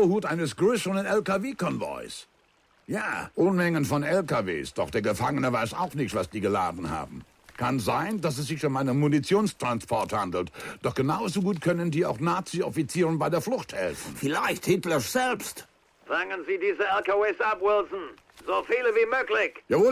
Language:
Bavarian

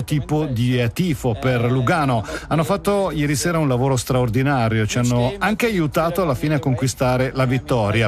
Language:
Italian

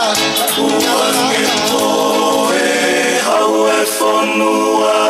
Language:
Tongan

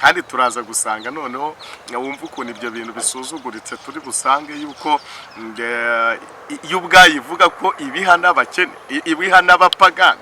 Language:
Kinyarwanda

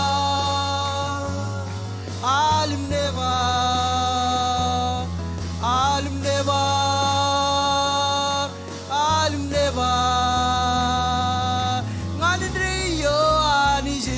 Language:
Marshallese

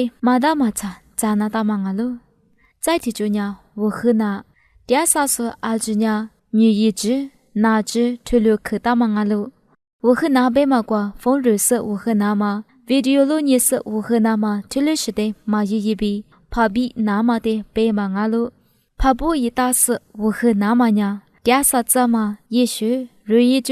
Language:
Lisu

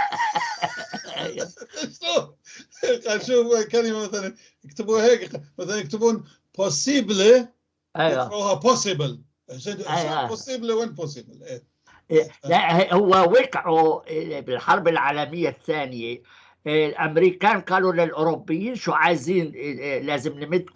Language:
North Levantine Arabic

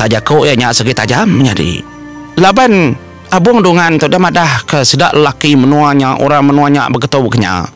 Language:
Iban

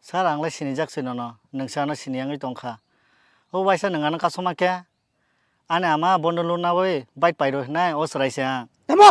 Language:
Kok Borok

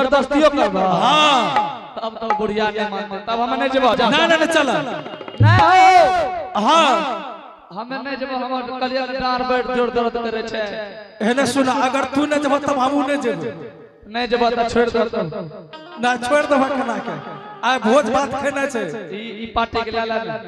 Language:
Angika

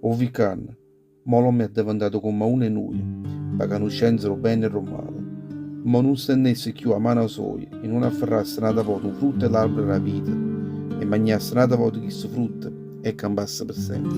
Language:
Neapolitan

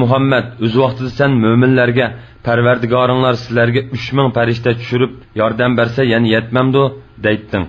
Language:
Uyghur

